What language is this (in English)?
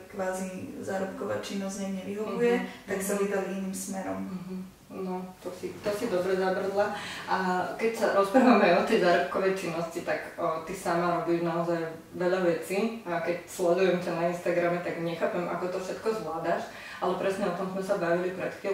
Slovak